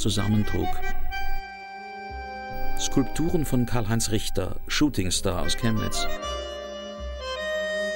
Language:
German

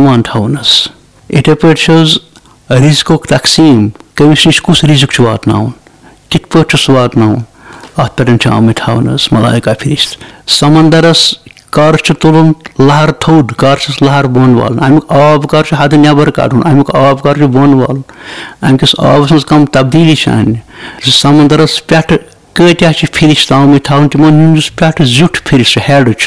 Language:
Kashmiri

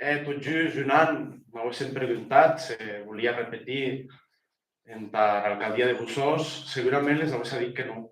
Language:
Occitan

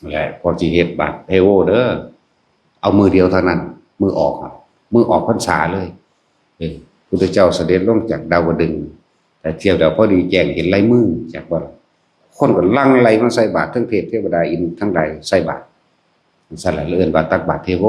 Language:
Northeastern Thai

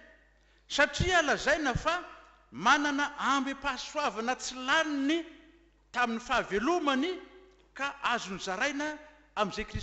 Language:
Malagasy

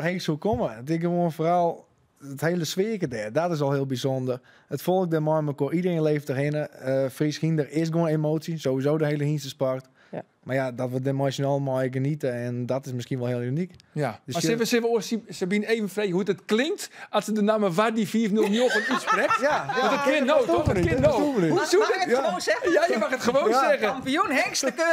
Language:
Western Frisian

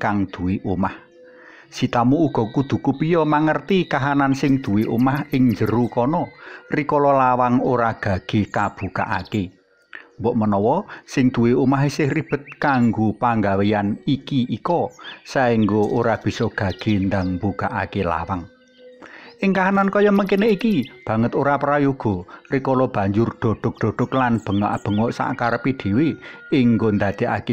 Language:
Javanese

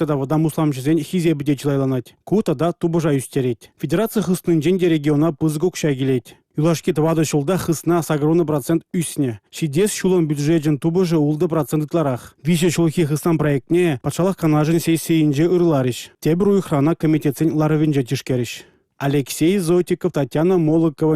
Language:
Chuvash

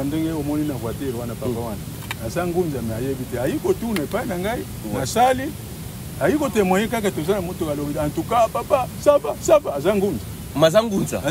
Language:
Lingala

